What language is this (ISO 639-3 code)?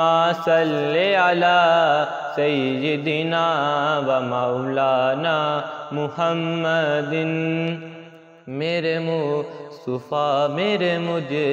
urd